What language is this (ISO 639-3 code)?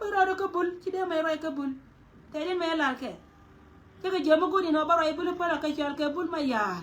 nus